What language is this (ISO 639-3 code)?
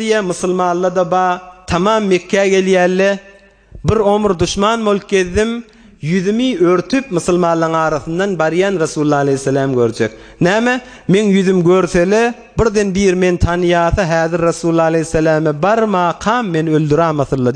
tuk